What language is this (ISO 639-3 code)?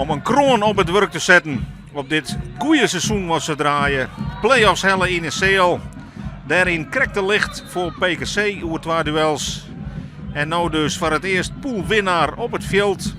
fry